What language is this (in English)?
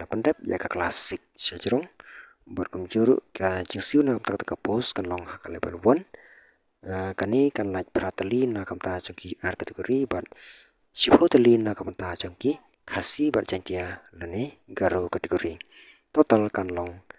Khasi